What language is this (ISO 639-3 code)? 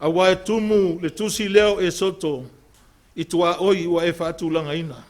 smo